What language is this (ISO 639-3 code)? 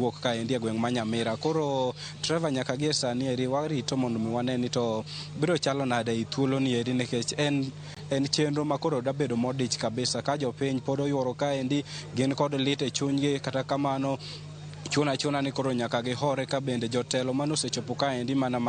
luo